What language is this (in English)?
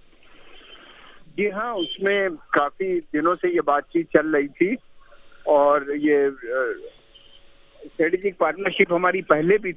Urdu